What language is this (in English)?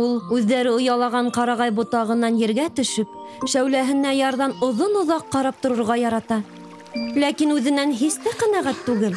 Bashkir